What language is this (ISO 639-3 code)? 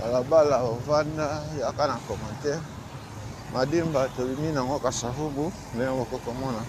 lin